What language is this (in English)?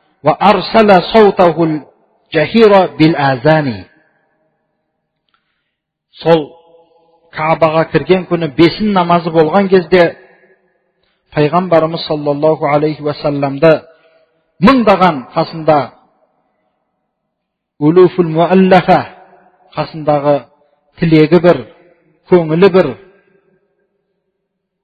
Kazakh